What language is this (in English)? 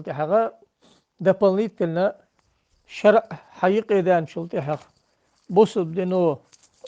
Ingush